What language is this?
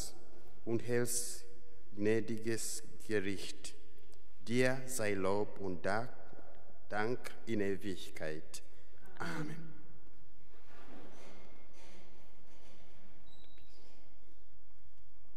German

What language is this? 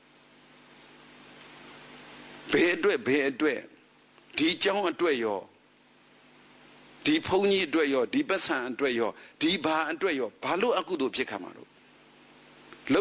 Burmese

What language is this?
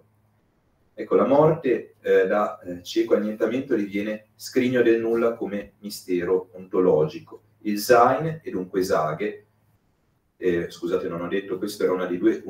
Italian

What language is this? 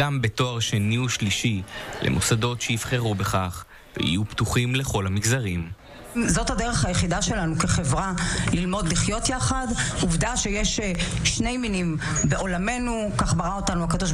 Hebrew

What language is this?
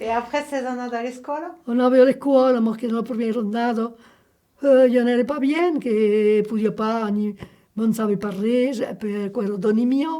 Occitan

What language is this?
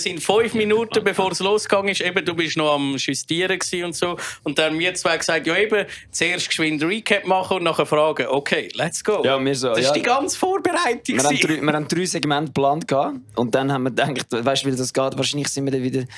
Swiss German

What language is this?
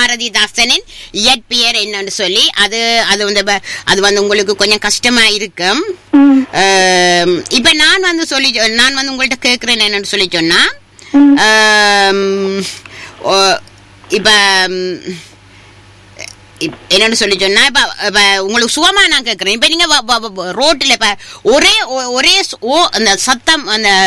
Tamil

